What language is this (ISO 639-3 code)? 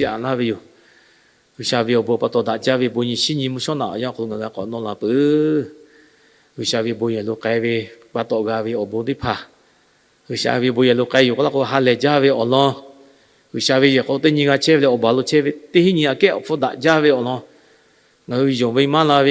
lhu